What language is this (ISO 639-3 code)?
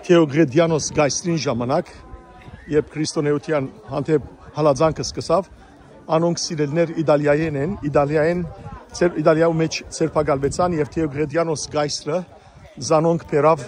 hyw